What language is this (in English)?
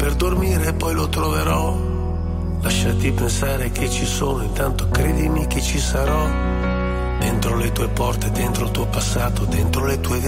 Italian